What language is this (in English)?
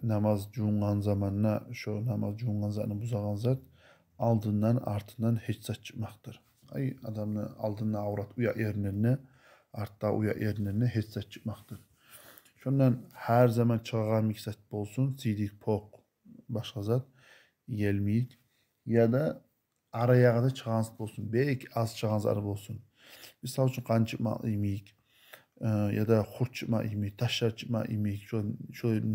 Kumyk